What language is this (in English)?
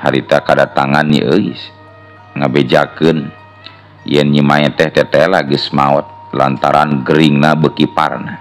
Sundanese